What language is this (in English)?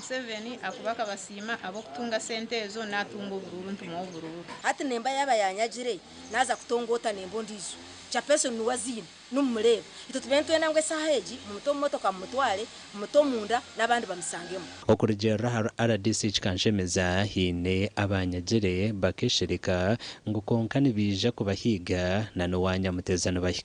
Nyankole